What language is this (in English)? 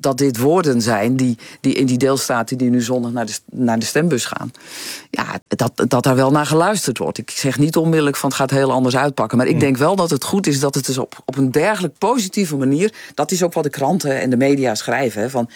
Dutch